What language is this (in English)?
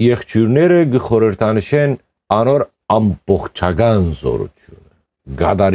Western Armenian